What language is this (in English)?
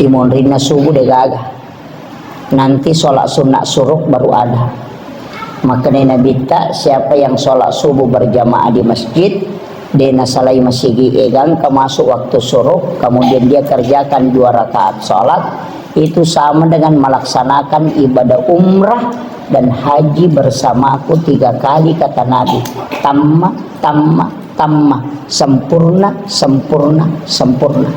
Buginese